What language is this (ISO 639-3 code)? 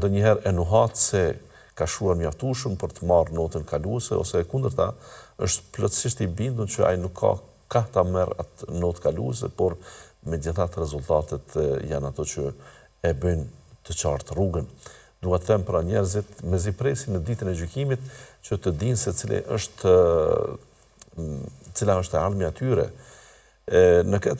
sqi